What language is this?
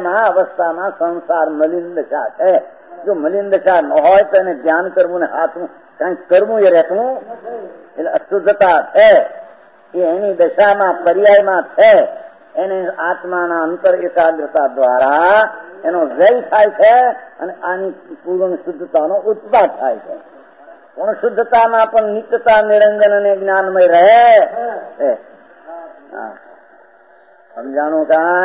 Gujarati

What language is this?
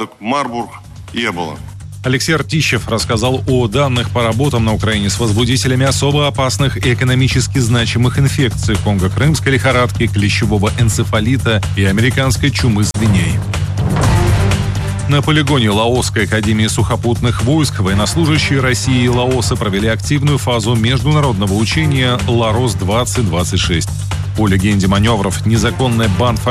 Russian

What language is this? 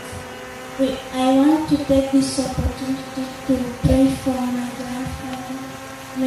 Gusii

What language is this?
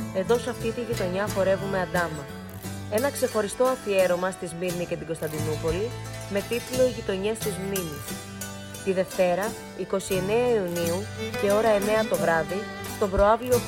Greek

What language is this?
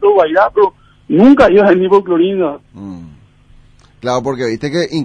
Spanish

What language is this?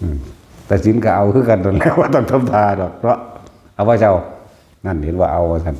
Northeastern Thai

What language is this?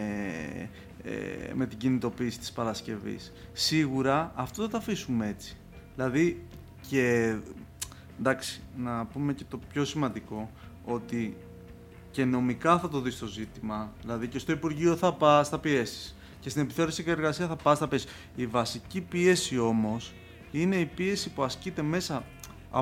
Greek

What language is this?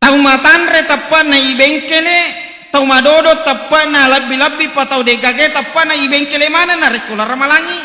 Buginese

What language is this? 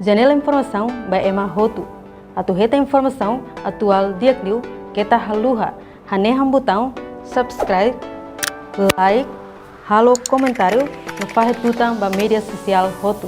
Tetum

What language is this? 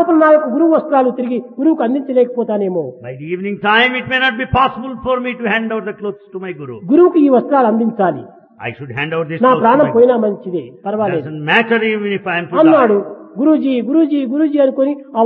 Telugu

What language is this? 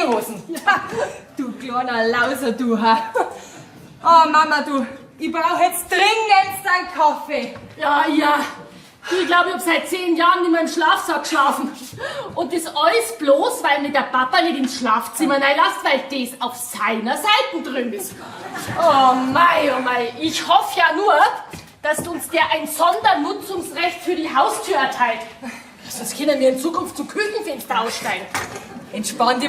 Bavarian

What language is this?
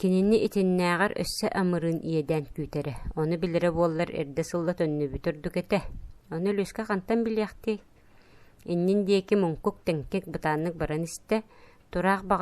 Yakut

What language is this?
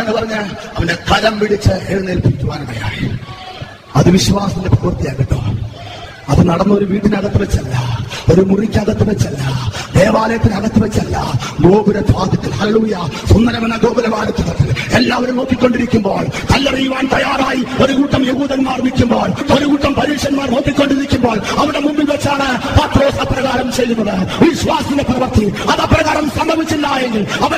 Malayalam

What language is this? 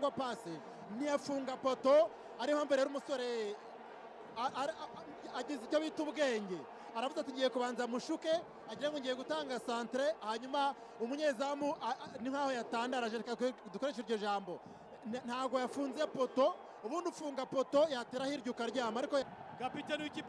Kinyarwanda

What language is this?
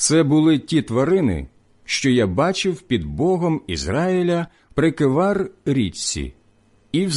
Ukrainian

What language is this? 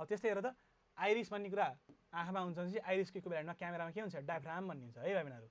Nepali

